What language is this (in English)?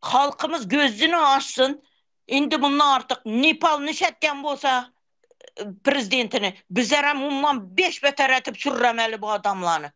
Turkmen